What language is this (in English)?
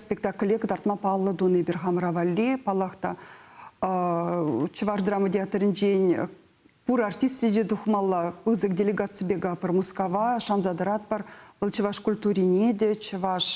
Chuvash